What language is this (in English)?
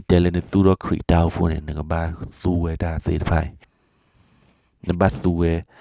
S'gaw Karen